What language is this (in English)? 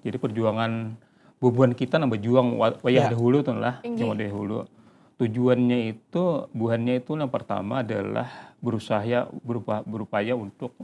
Banjar